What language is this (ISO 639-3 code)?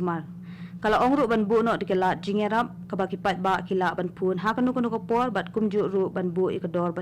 kha